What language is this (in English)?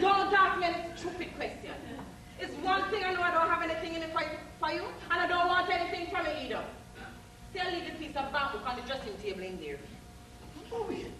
Jamaican Creole English